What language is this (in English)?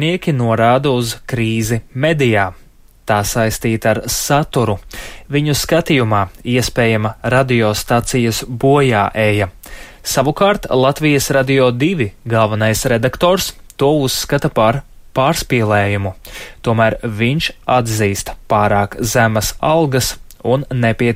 Latvian